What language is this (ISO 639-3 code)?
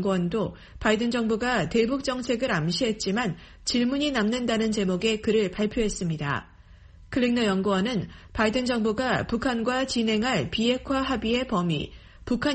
kor